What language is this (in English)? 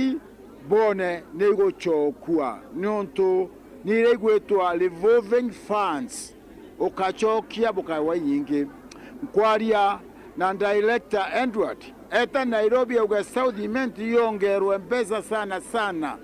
Meru